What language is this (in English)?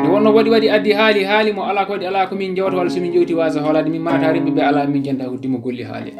Fula